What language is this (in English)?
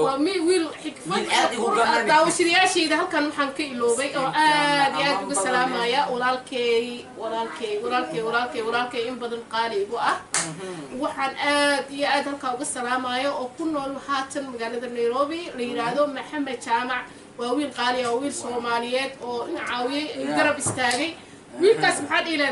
Somali